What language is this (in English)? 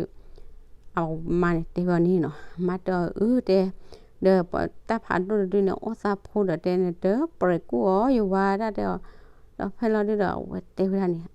S'gaw Karen